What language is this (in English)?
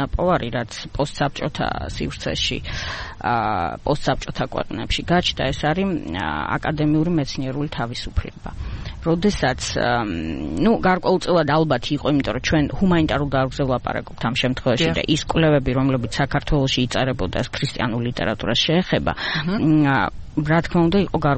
Georgian